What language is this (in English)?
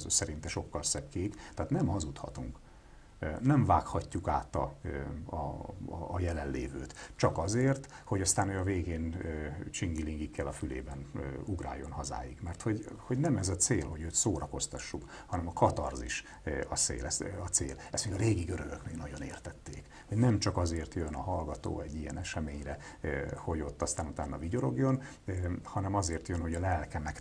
Hungarian